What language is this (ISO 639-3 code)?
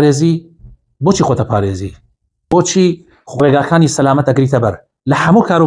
ckb